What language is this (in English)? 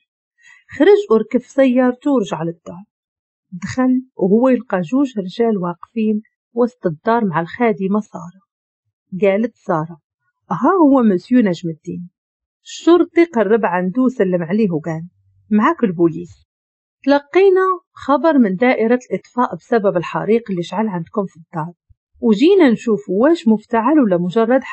Moroccan Arabic